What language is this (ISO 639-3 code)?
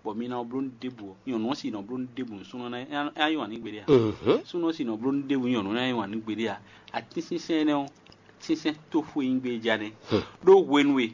fon